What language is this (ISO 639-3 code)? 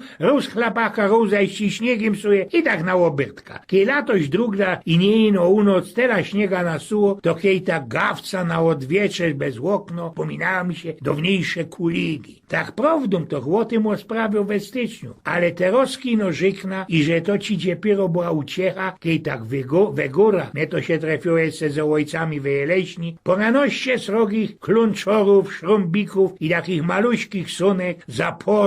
szl